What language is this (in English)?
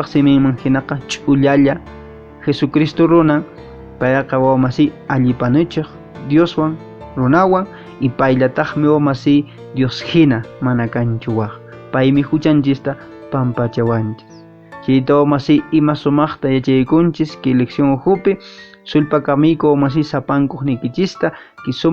Quechua